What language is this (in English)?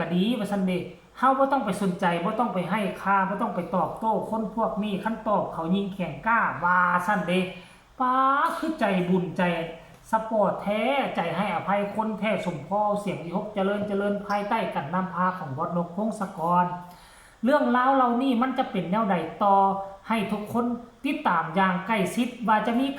Northeastern Thai